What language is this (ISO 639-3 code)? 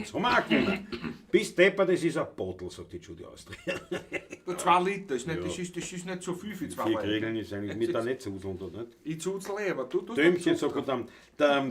bar